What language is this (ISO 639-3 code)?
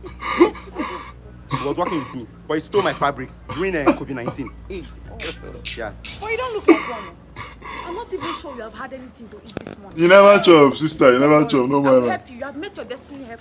pcm